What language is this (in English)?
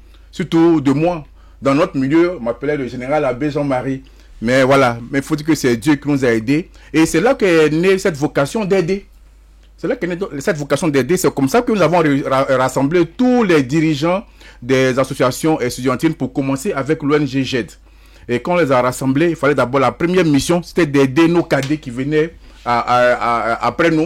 French